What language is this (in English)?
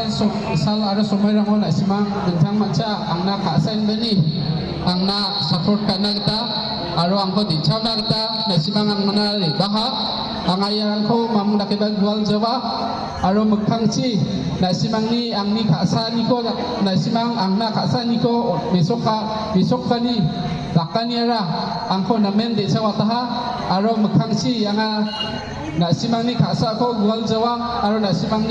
Garo